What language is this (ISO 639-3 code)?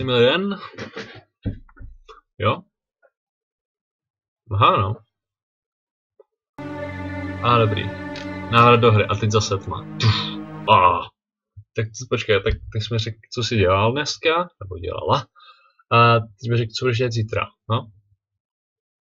ces